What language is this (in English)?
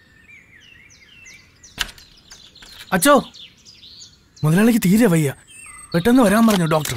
Malayalam